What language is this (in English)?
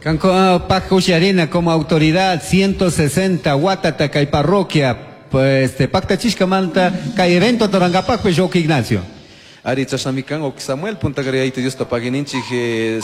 Chimborazo Highland Quichua